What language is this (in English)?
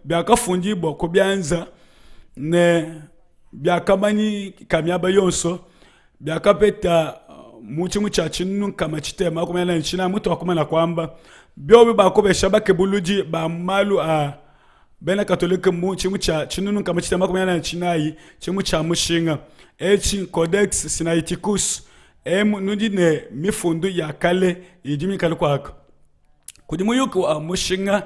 Luba-Lulua